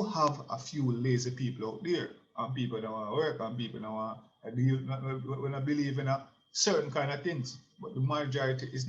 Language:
Jamaican Creole English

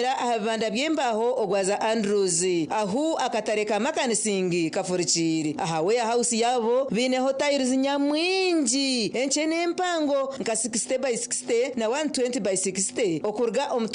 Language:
Nyankole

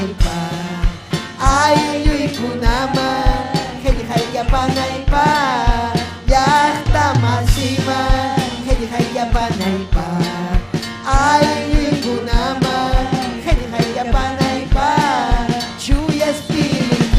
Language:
Ayacucho Quechua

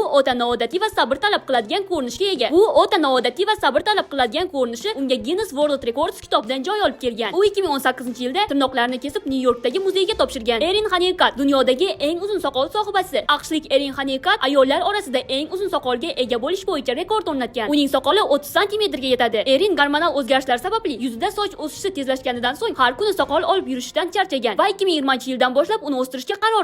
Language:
Uzbek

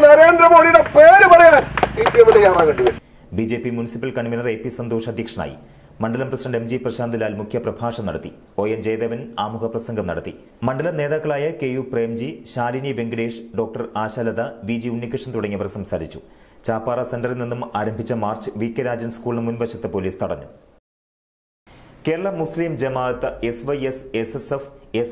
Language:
Malayalam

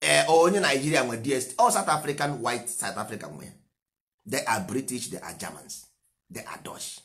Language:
Igbo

